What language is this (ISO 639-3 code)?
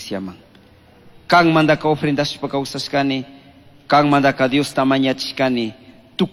qug